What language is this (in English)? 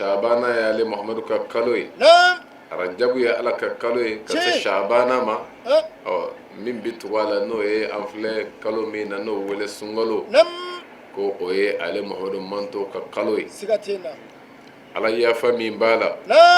Bambara